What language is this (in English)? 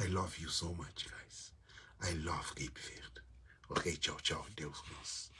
Kabuverdianu